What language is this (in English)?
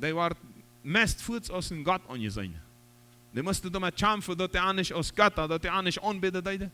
Plautdietsch